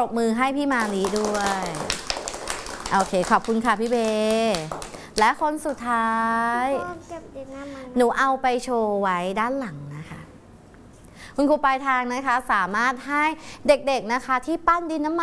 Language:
Thai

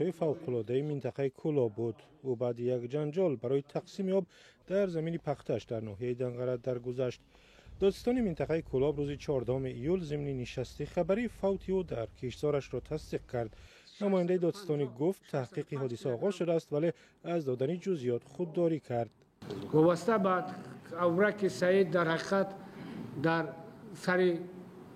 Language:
Tajik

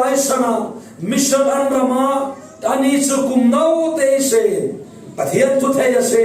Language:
Falam Chin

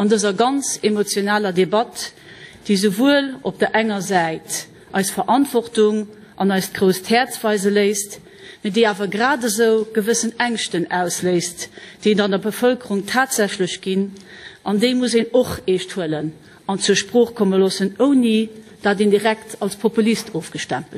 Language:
Luxembourgish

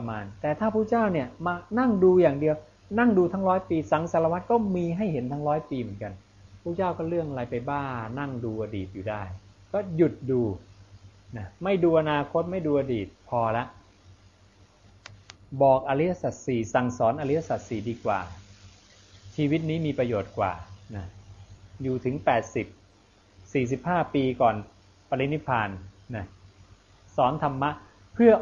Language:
Thai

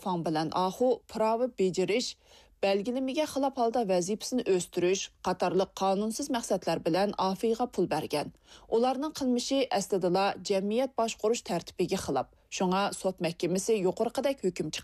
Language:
Uyghur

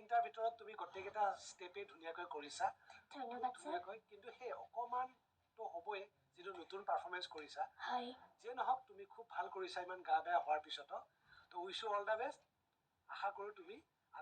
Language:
Assamese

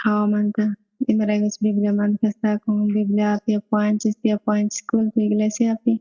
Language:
South Bolivian Quechua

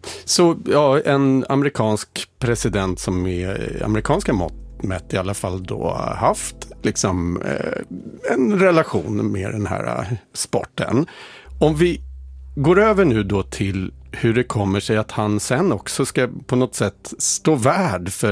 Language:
Swedish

